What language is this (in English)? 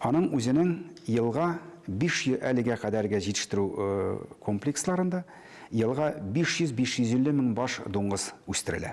Tatar